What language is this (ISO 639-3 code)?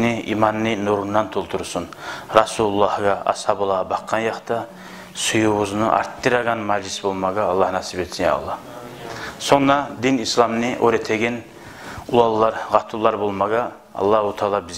kum